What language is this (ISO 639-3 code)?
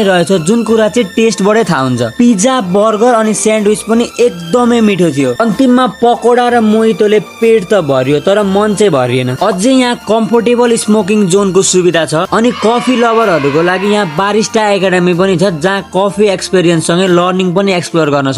nep